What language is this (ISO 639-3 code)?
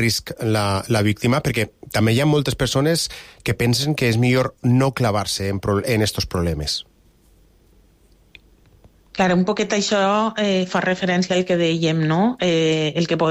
cat